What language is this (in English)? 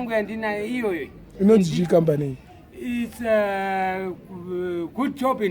Shona